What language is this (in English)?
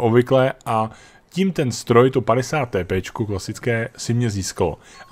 Czech